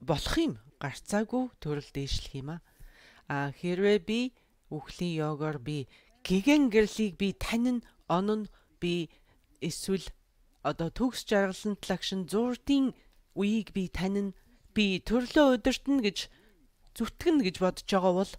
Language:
Mongolian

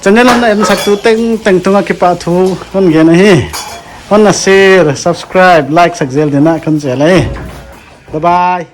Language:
Paite Chin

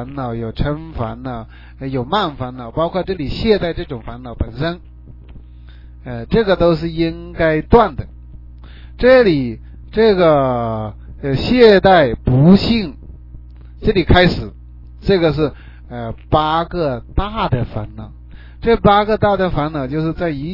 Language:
Chinese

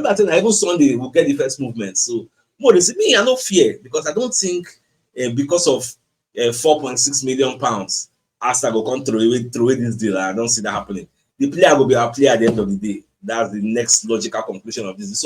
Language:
Nigerian Pidgin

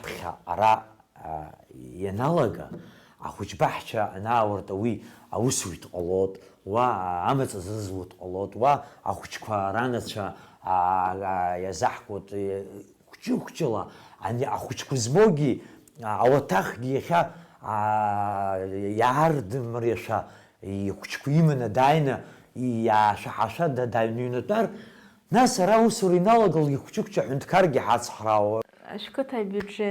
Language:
Abkhazian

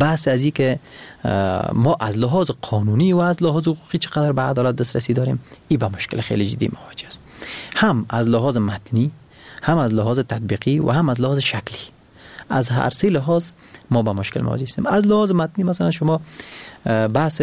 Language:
Persian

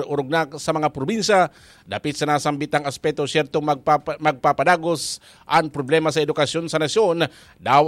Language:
Bikol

